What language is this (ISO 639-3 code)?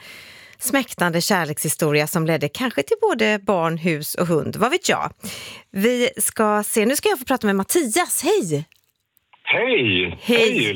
swe